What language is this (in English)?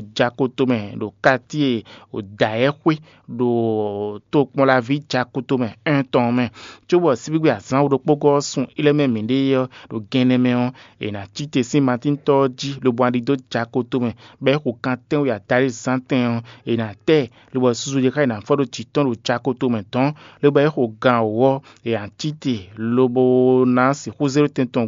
Fon